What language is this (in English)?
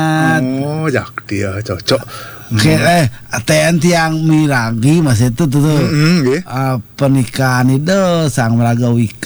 Balinese